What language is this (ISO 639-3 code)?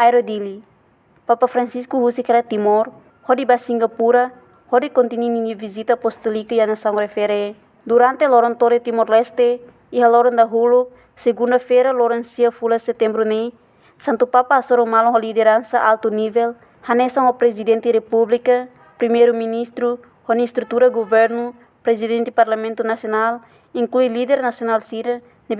tet